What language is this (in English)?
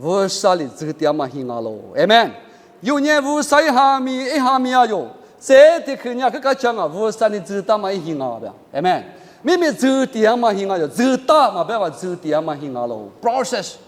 Lisu